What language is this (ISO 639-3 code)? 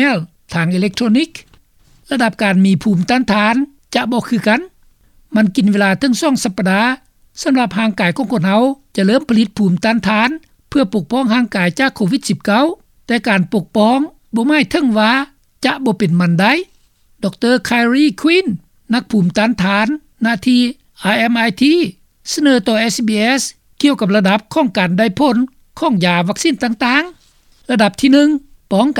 lao